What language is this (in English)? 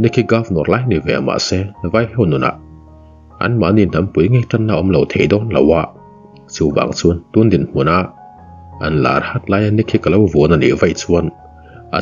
Mizo